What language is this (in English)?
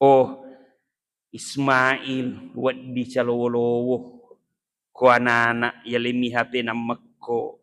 Buginese